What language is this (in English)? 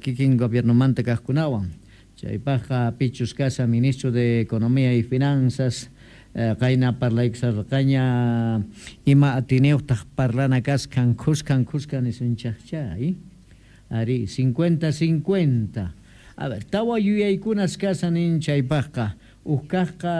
South Bolivian Quechua